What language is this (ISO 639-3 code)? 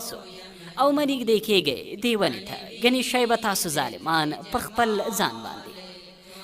pus